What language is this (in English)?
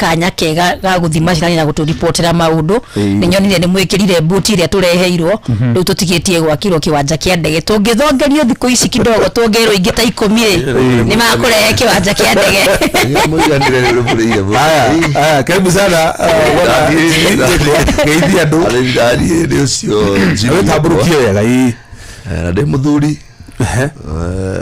Kikuyu